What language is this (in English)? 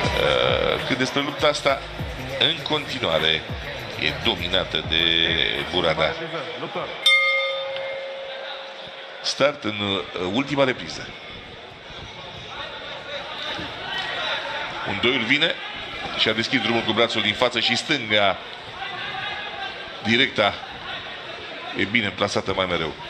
Romanian